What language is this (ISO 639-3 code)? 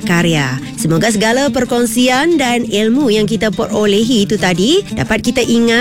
msa